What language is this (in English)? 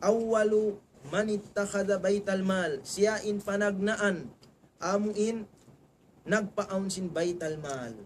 Tausug